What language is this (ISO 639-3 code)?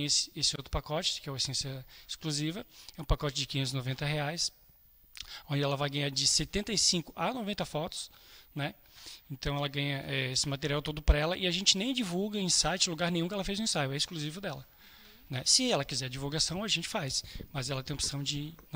por